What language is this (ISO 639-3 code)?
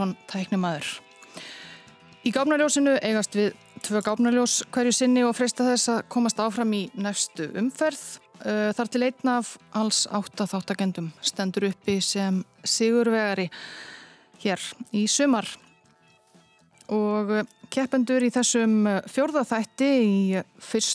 isl